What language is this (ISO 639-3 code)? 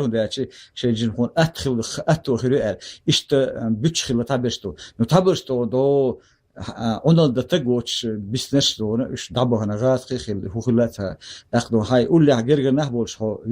che